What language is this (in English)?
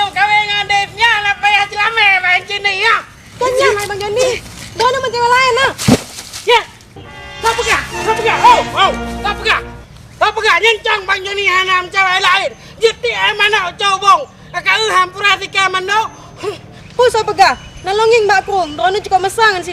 Achinese